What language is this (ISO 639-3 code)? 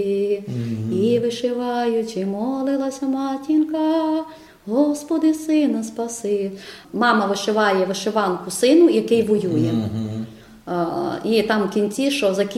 ukr